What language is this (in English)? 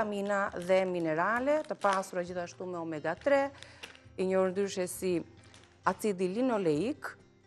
Albanian